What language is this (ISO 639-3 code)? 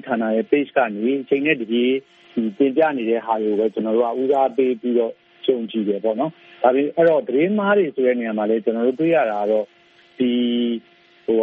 mya